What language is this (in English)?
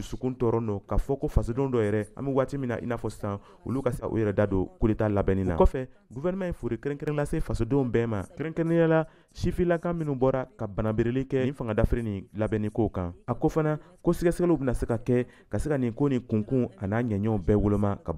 Bambara